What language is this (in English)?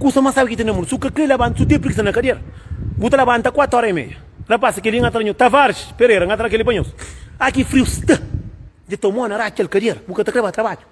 Kabuverdianu